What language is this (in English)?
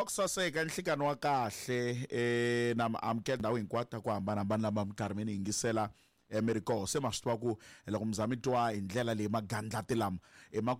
Tsonga